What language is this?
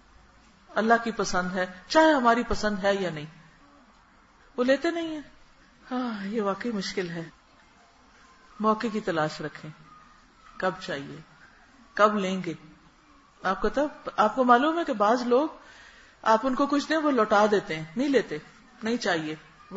Urdu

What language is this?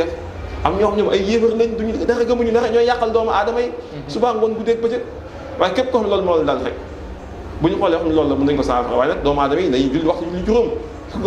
Wolof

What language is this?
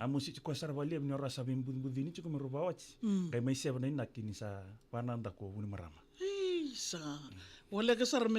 Fijian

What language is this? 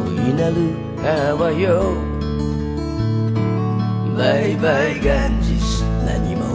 Japanese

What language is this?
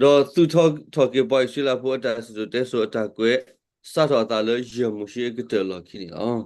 S'gaw Karen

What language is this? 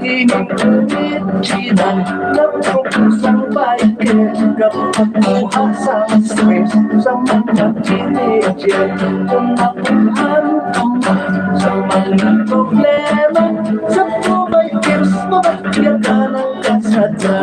Hiligaynon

